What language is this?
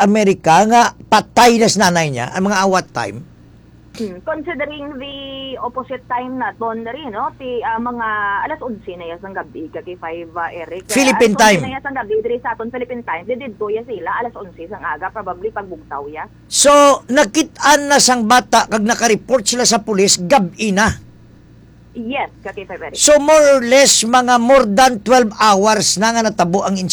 Hiligaynon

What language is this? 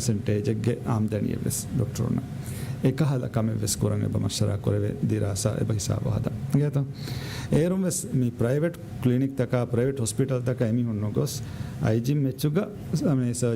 Divehi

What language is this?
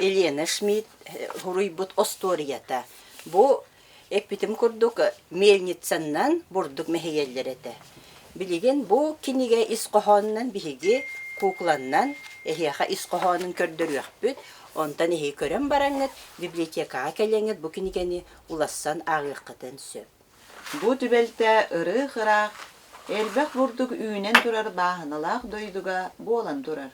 Yakut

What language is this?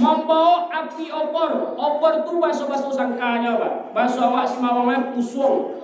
Minangkabau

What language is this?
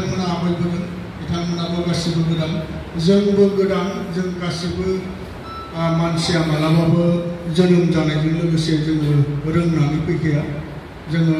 Bodo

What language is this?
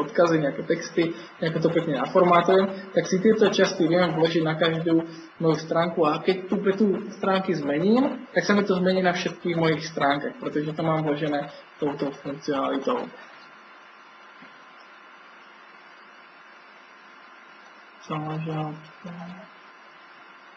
Slovak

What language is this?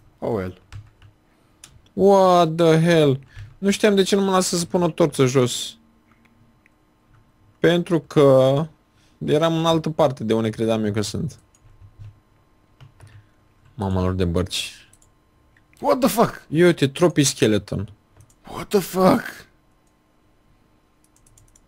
Romanian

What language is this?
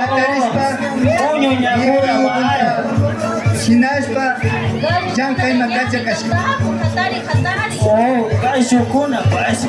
Imbabura Highland Quichua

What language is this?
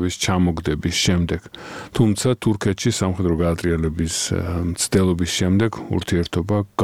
Georgian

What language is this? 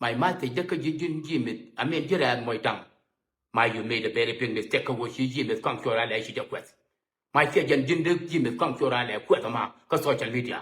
Nuer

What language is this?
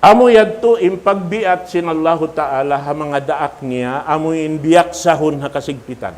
Tausug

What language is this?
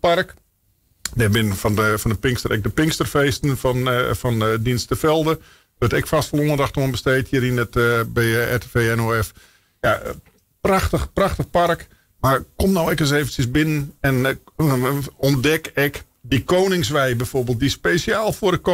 Western Frisian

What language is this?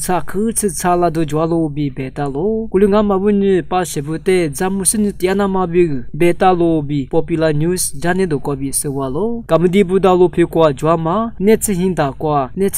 Lisu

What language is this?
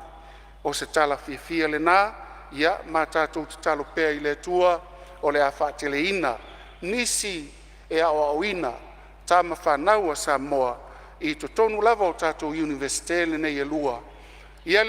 Samoan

